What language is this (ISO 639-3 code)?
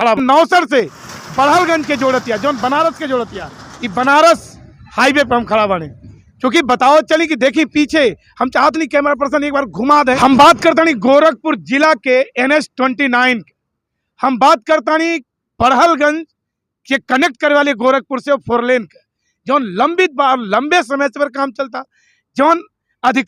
bho